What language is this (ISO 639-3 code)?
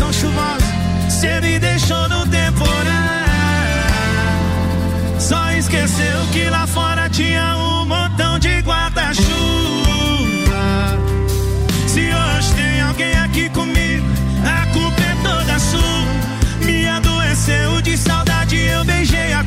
por